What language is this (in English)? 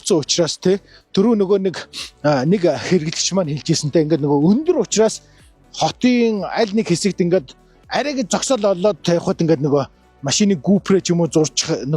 Mongolian